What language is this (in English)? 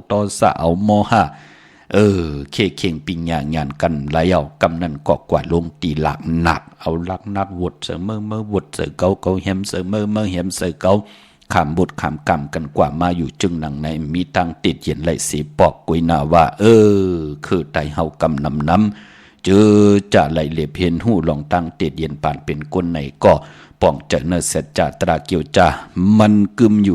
Shan